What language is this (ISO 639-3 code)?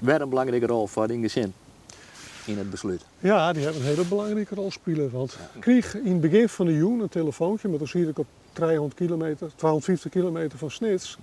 fry